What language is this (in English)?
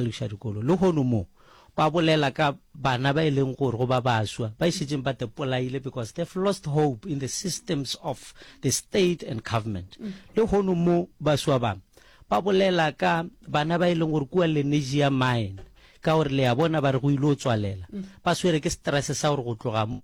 Northern Sotho